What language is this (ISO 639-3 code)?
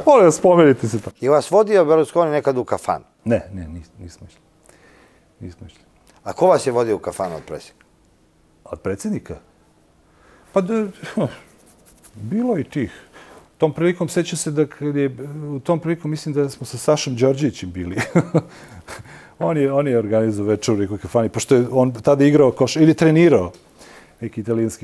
srp